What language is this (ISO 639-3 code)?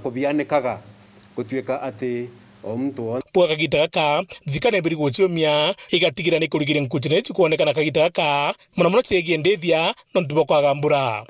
mer